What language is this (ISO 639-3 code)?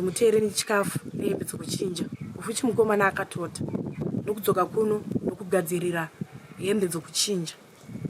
sna